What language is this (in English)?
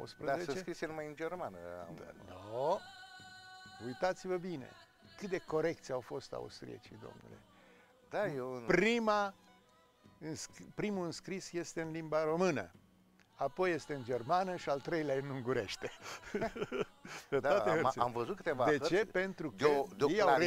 Romanian